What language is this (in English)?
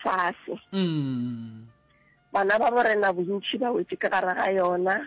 Northern Sotho